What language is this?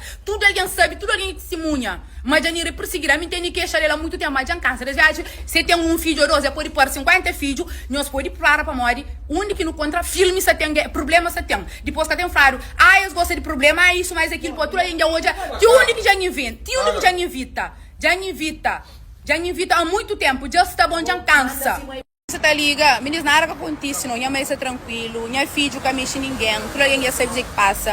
Kabuverdianu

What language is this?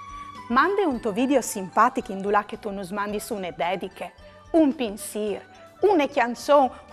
Friulian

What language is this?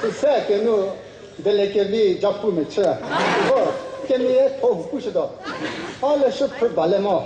Chokri Naga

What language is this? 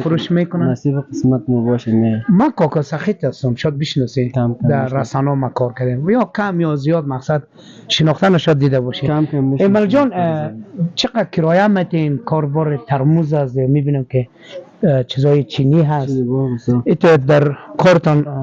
Persian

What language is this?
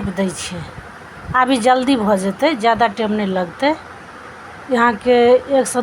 Maithili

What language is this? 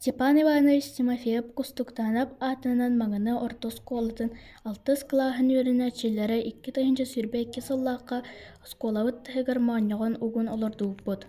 Yakut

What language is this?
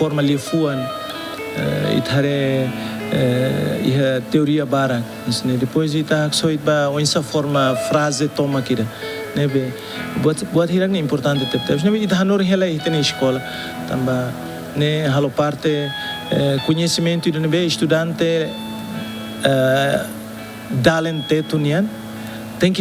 Tetum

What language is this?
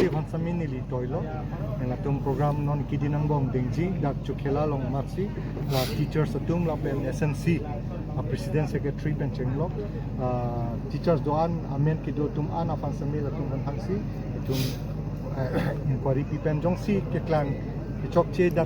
Karbi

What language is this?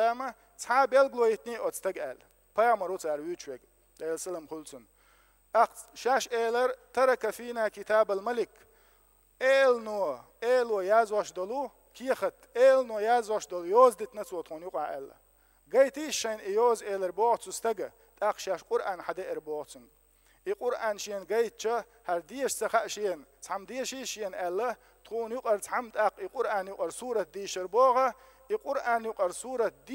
Chechen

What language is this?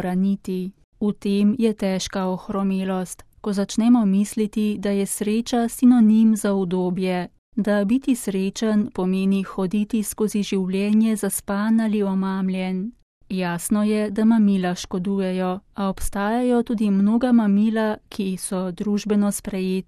Slovenian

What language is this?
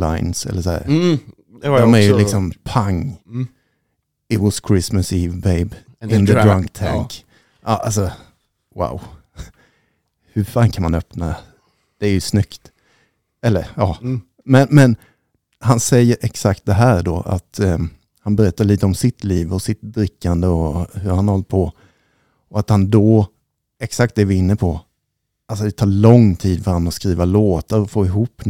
Swedish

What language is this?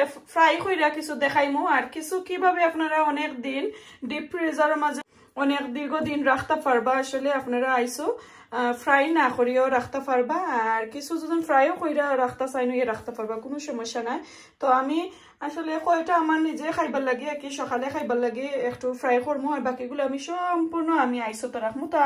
Sylheti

